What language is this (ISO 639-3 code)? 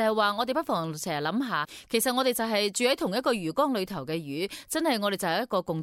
yue